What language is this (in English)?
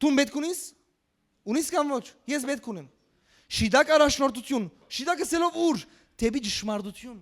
Western Armenian